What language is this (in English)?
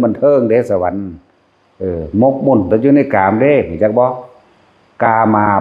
Northeastern Thai